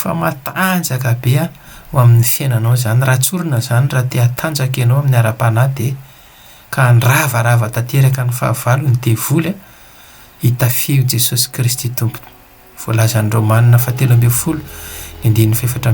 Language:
Malagasy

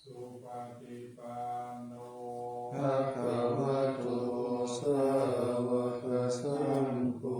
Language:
Pali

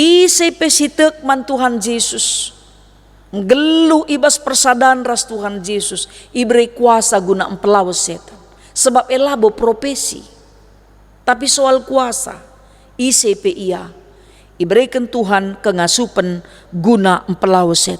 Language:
Batak Karo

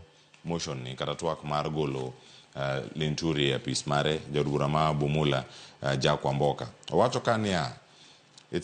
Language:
Luo (Kenya and Tanzania)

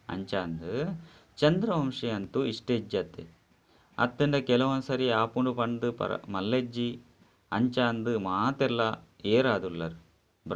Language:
Tulu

